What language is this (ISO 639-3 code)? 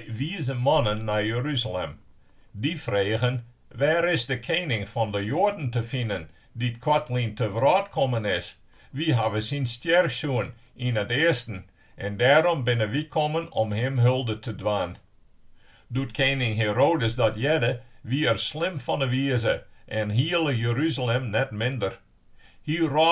fry